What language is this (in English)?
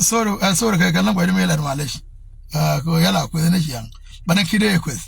Nuer